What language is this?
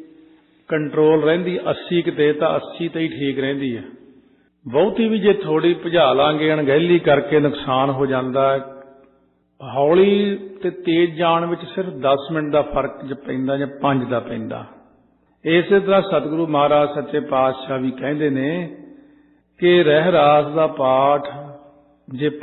Punjabi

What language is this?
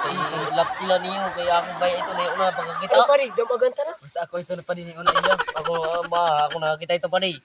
Waray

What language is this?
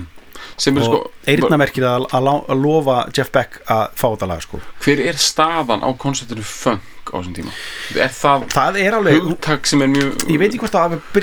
Icelandic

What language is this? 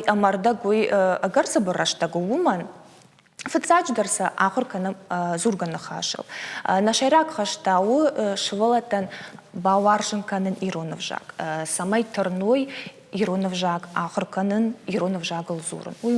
Ossetic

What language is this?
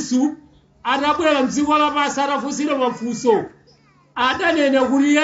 Nyanja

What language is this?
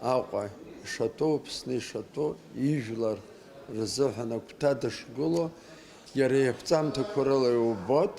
Abkhazian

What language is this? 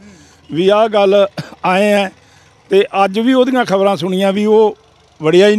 Punjabi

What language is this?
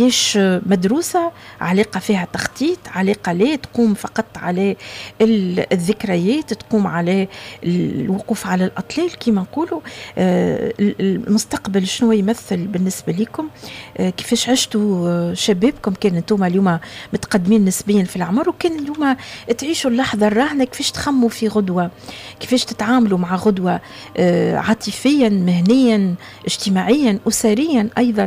Tunisian Arabic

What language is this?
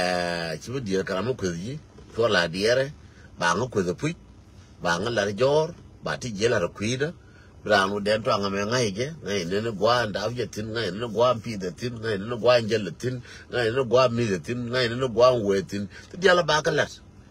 Nuer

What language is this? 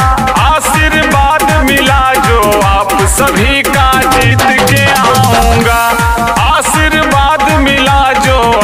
Bhojpuri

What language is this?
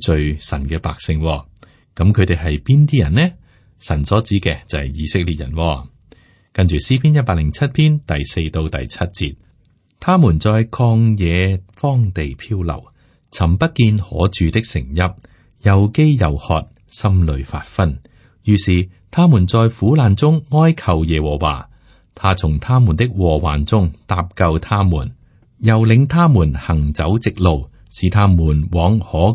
Cantonese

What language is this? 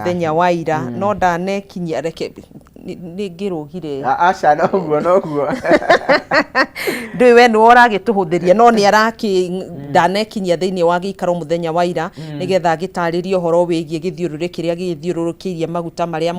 Kikuyu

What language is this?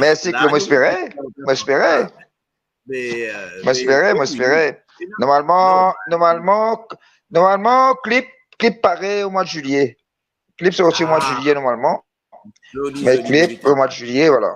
Morisyen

